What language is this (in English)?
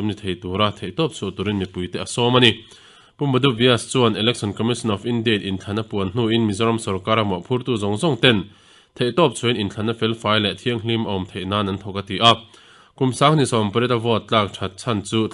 Mizo